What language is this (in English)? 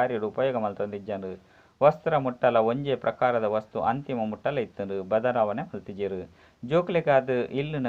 Tulu